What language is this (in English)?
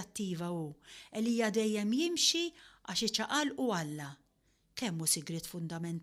Maltese